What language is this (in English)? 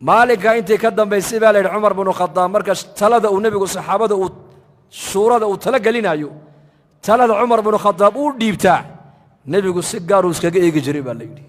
Somali